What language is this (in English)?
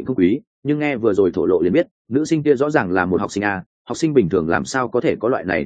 Vietnamese